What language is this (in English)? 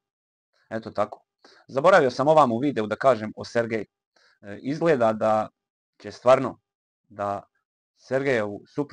Serbian